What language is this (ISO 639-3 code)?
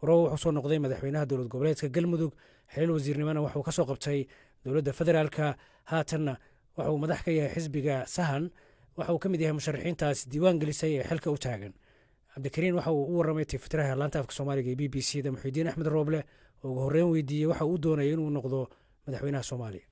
som